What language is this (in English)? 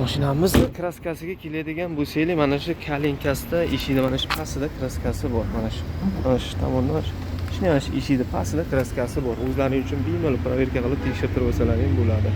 Uzbek